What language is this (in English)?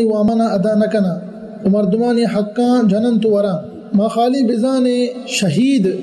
Baluchi